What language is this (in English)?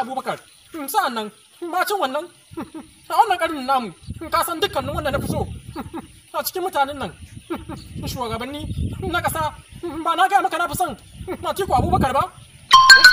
Hausa